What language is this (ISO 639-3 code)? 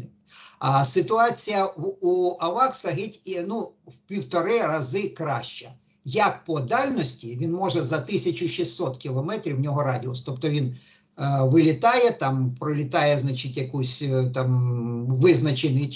ukr